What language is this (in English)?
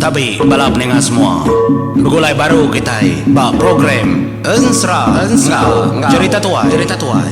Iban